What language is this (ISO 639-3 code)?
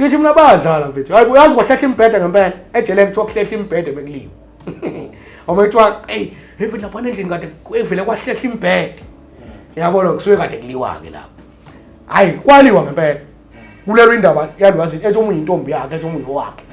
zul